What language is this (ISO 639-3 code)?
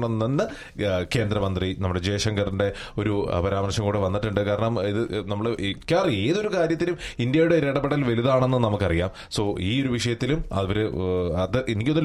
mal